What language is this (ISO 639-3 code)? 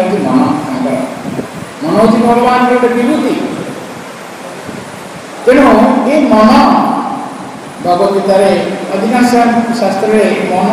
ori